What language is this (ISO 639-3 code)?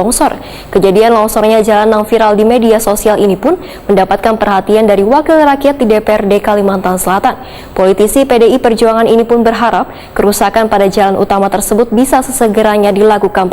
bjn